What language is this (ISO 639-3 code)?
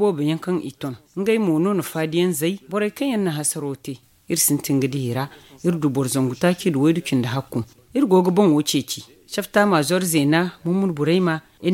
dje